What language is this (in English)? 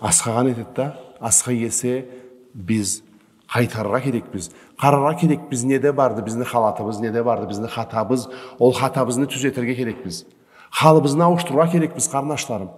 Karachay-Balkar